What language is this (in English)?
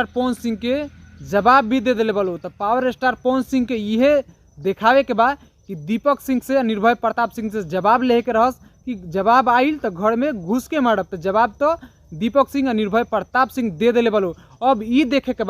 Bhojpuri